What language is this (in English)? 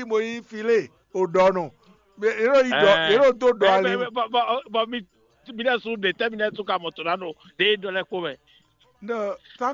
Fon